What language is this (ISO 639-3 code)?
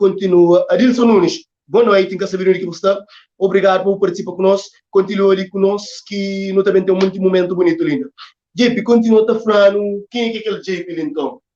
kea